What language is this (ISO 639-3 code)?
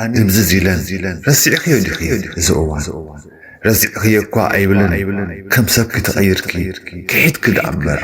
tir